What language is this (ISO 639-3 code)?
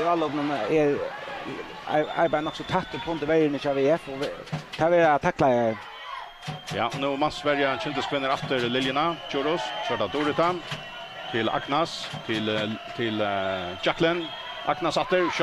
fao